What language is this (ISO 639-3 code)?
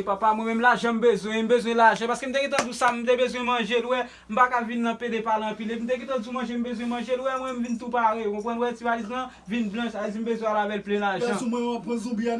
hat